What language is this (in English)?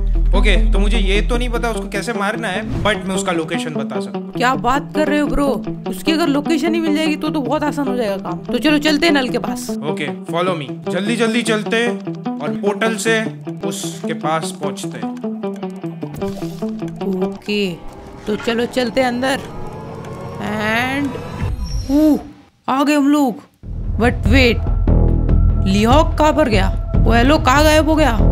Hindi